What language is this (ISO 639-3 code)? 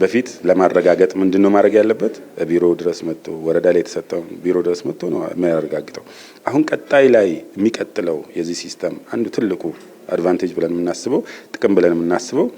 amh